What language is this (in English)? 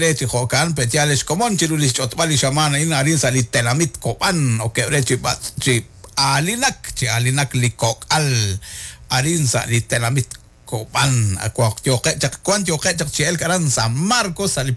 Kekchí